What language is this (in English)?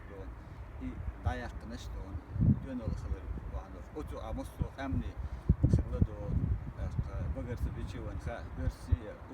Chechen